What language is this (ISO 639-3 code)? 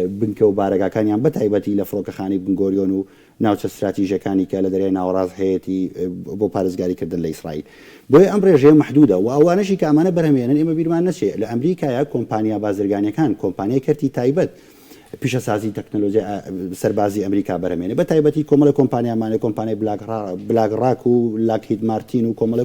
ckb